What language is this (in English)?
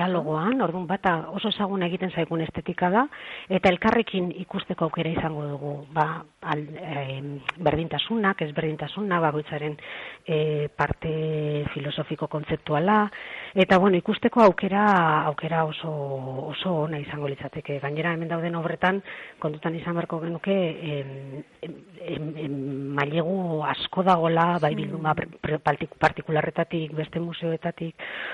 Basque